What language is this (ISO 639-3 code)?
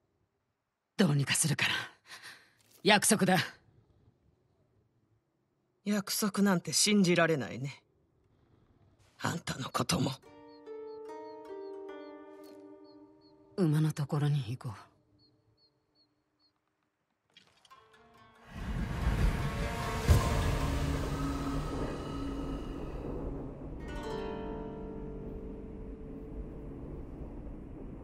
jpn